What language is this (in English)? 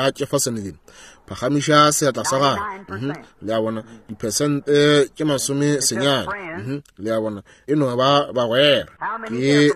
Northern Sotho